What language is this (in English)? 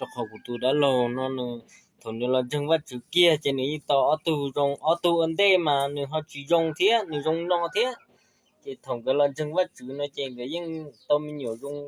Hmong